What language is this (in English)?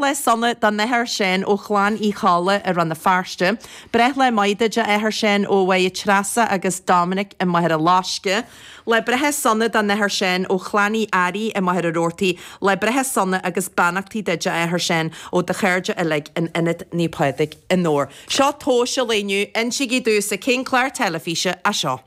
Irish